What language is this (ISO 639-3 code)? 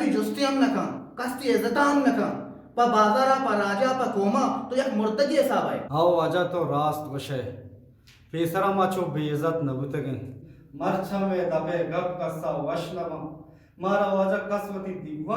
bgp